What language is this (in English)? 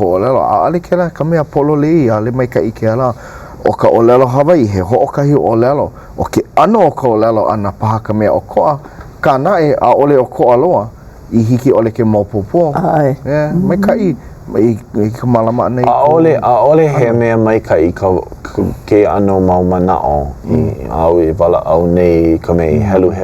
Hawaiian